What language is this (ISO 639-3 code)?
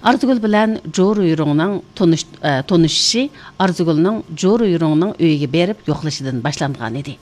uig